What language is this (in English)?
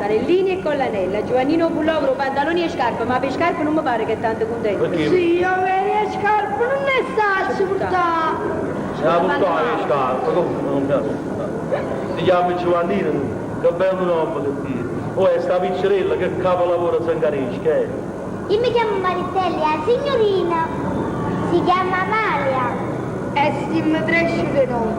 Neapolitan